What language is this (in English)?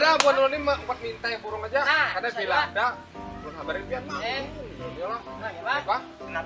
Banjar